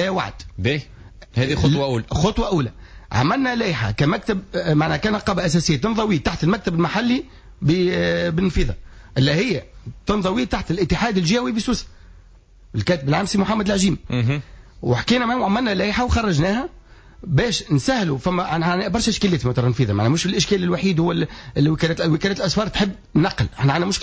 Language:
Tunisian Arabic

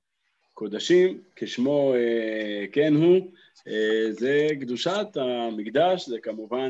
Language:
Hebrew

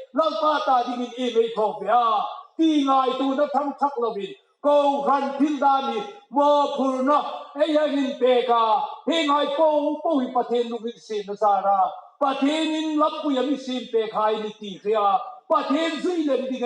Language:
Hmar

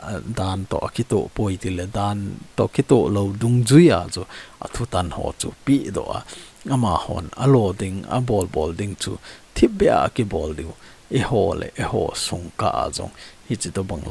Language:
Thado Chin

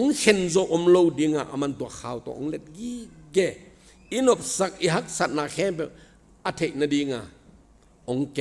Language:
Tedim Chin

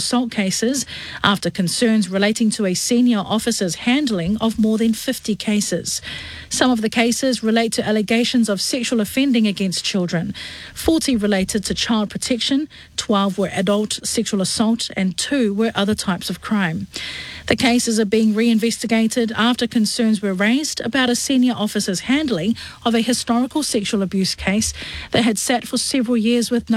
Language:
English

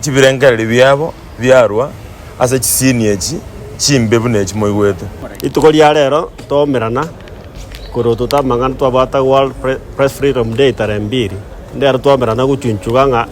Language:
Gusii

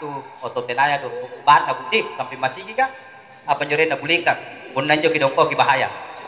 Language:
Makasar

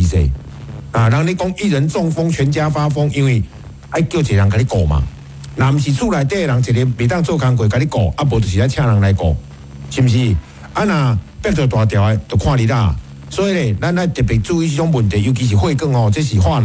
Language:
Min Nan Chinese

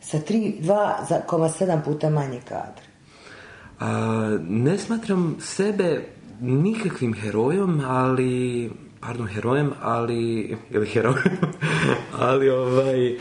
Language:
Serbian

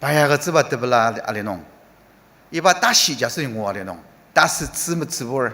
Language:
Ao Naga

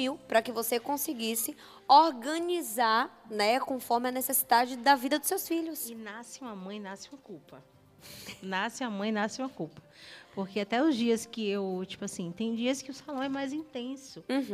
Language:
Portuguese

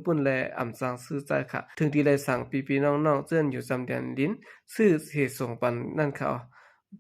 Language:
Shan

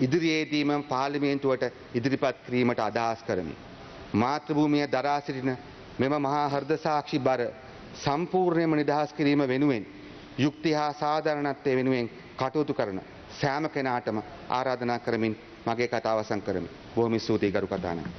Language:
Sinhala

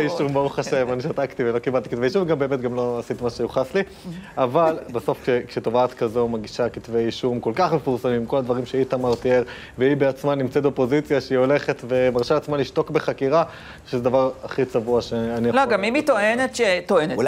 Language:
Hebrew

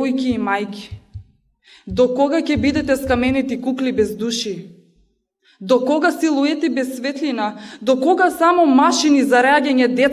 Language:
Macedonian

